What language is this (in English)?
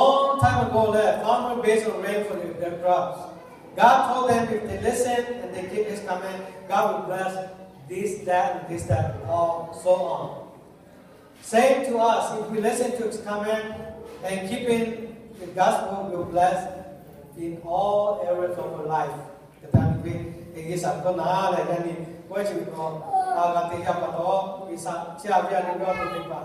Lahu